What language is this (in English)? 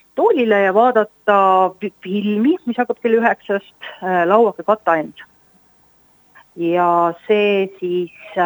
Estonian